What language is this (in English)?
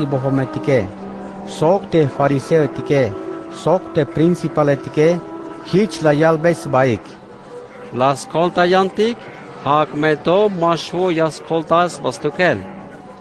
Tzeltal